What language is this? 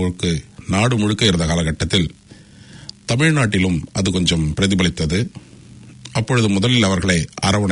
Tamil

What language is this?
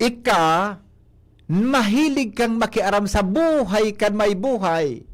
Bikol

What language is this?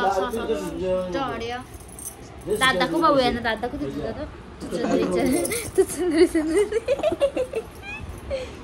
Marathi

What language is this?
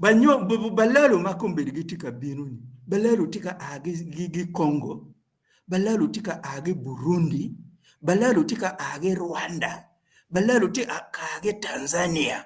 Acoli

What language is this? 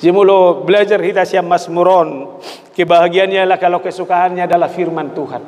Batak Toba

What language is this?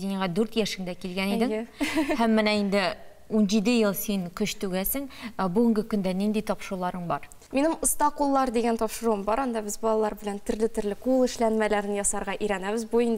Tatar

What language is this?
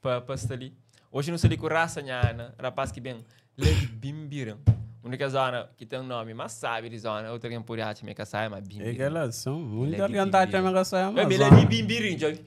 Kabuverdianu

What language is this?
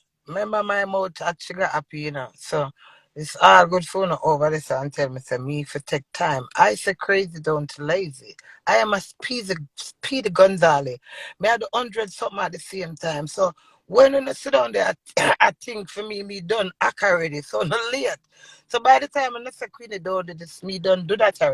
Jamaican Creole English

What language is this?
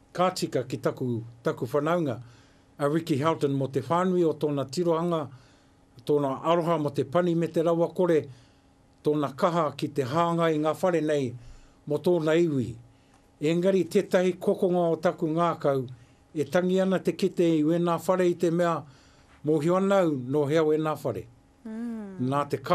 Māori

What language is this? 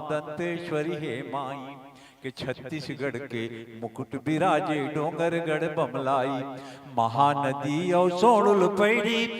Chhattisgarhi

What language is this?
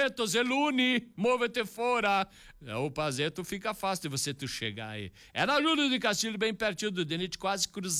Portuguese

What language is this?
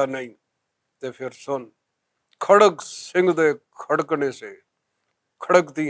Western Panjabi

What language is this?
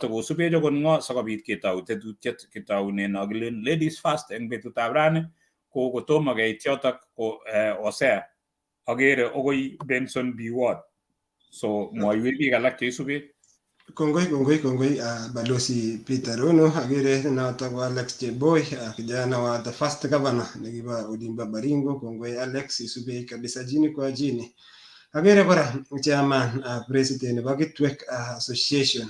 Kalenjin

